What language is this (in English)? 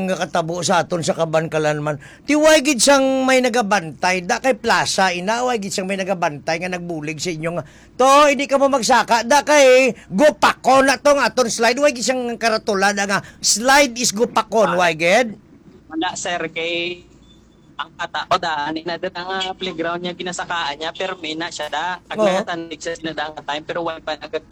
Hiligaynon